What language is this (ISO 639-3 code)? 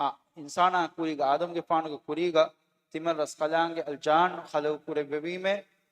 div